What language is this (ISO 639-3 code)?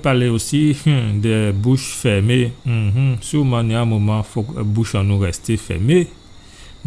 gcf